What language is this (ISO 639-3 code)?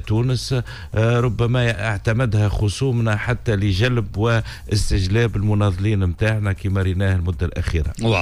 aeb